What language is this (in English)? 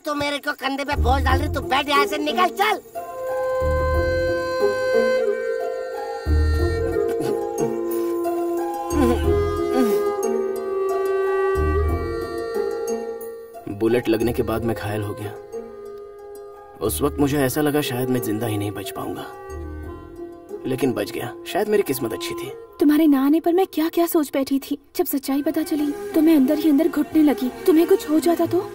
Hindi